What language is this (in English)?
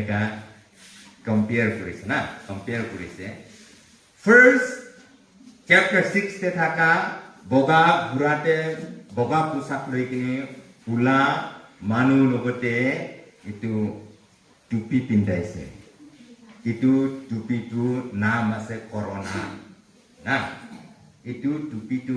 Naga Pidgin